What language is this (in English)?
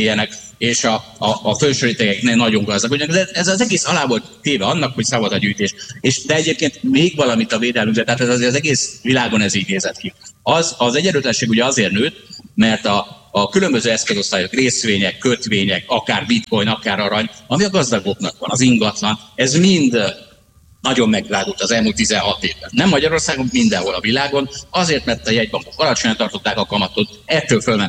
Hungarian